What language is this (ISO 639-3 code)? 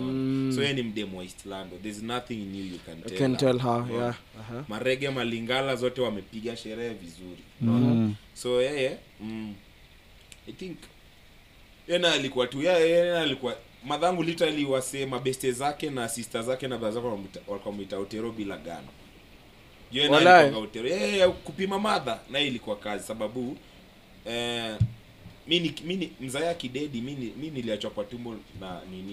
swa